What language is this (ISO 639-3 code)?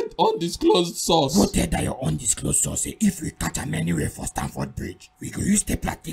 pcm